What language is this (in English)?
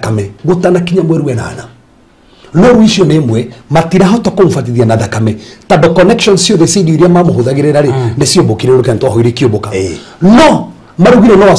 Kikuyu